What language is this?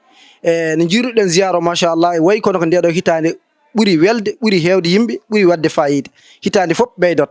Fula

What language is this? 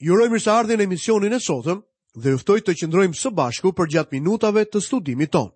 Albanian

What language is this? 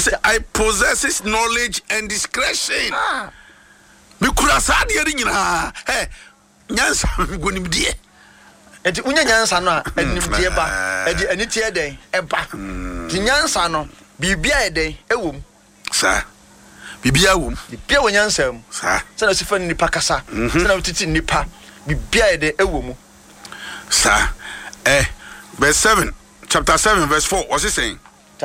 Akan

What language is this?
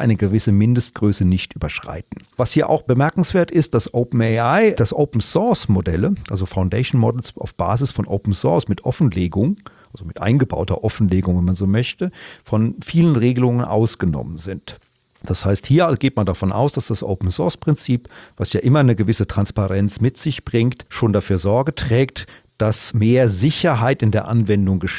German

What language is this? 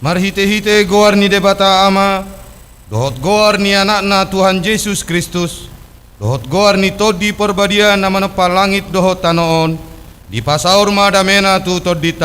Batak Toba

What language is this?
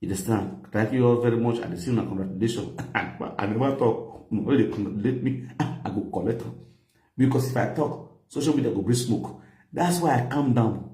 Nigerian Pidgin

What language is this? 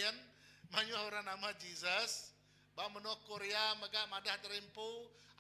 Iban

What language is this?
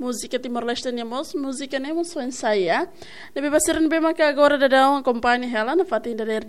Tetum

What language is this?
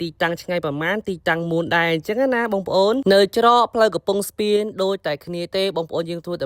Khmer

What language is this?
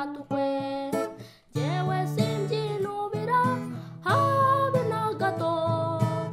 Kinyarwanda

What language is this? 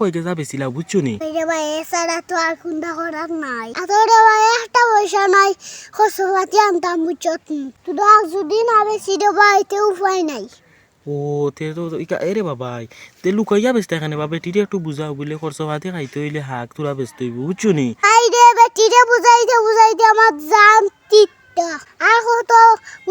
Sylheti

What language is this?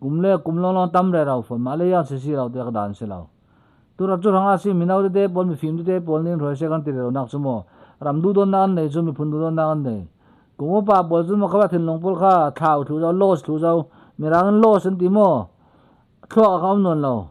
Falam Chin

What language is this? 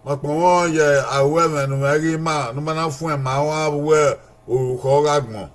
Bini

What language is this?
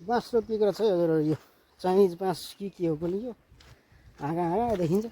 Nepali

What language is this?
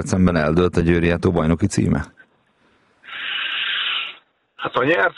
Hungarian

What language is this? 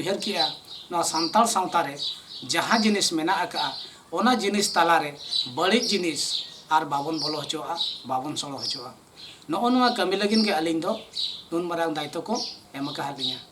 Santali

